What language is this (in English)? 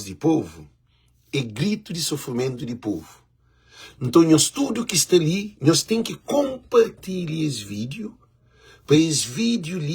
Kabuverdianu